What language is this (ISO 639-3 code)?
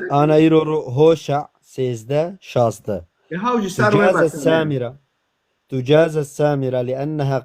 kur